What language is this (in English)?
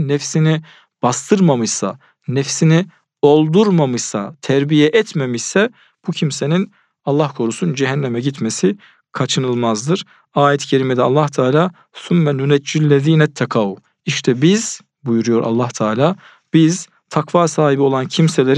Turkish